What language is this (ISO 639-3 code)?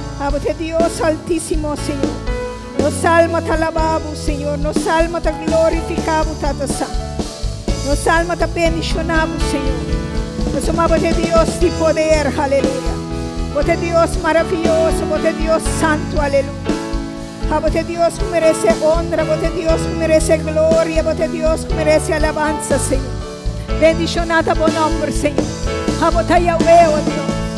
pap